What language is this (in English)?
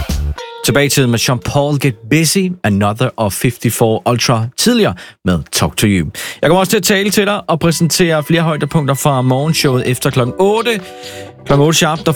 Danish